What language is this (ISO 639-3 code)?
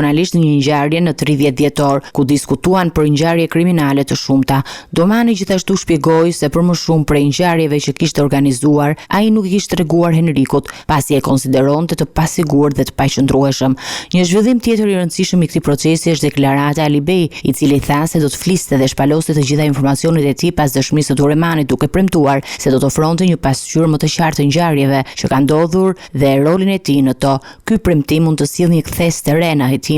sqi